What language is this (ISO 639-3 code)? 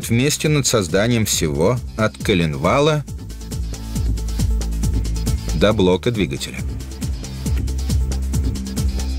rus